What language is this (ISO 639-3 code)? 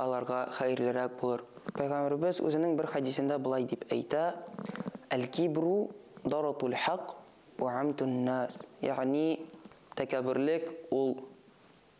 tat